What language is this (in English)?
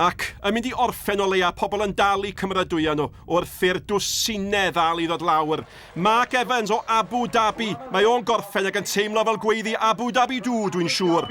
Welsh